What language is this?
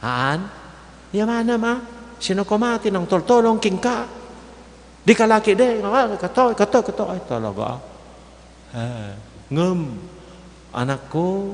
Iloko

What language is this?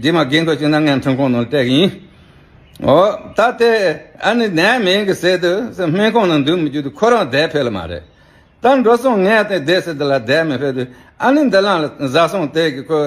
Tibetan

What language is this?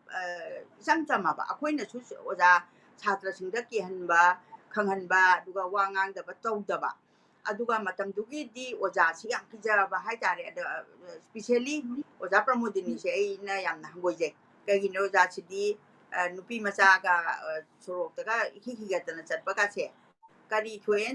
Manipuri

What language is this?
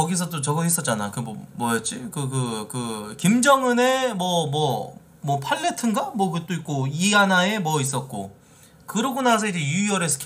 Korean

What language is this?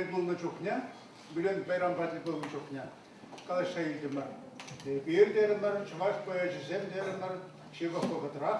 Chuvash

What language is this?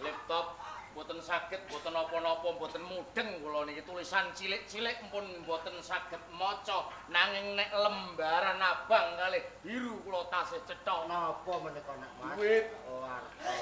Javanese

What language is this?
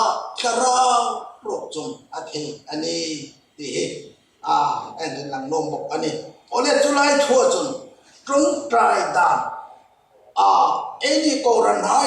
Hmar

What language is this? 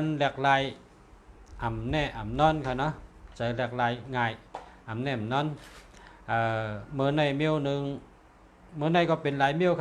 Shan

